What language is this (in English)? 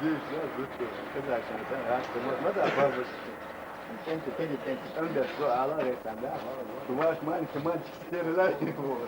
Chechen